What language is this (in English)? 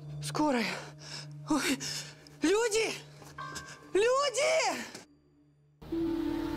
Russian